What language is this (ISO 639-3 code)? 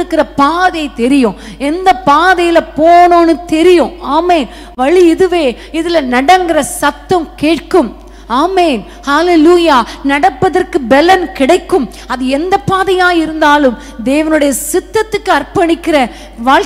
tam